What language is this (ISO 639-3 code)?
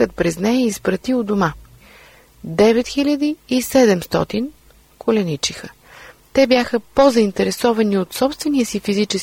bul